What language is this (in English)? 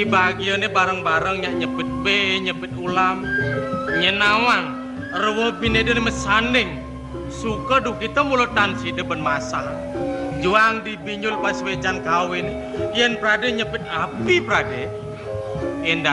Balinese